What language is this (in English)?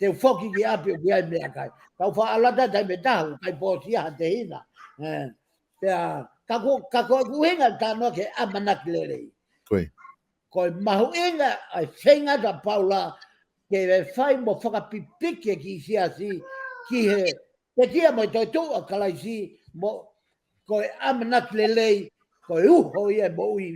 Tongan